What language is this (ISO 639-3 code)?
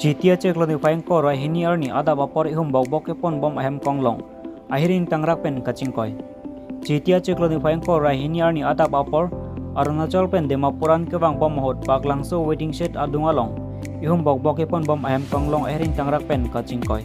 mjw